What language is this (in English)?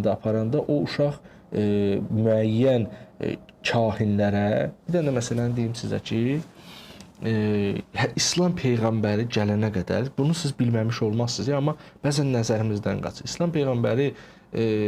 Azerbaijani